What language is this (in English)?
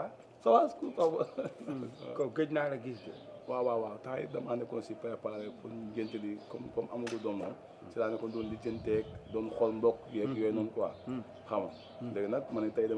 Wolof